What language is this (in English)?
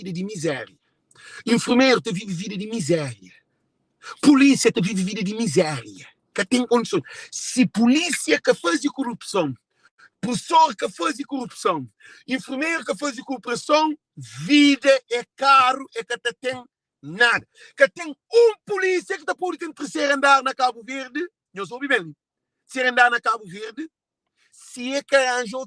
Kabuverdianu